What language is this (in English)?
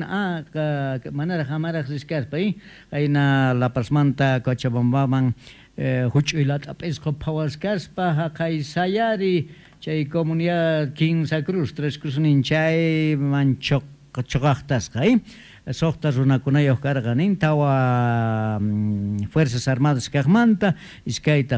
South Bolivian Quechua